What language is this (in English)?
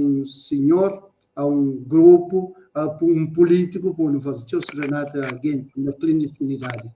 Kabuverdianu